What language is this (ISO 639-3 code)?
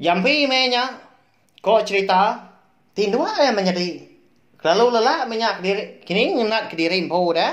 iba